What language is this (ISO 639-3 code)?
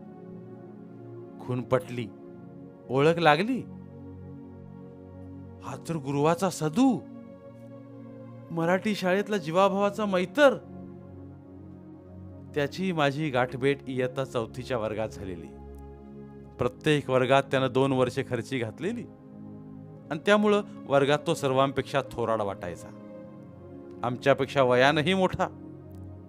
mar